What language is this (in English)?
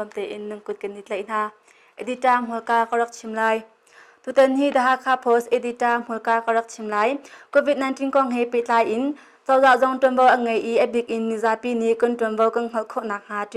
Hakha Chin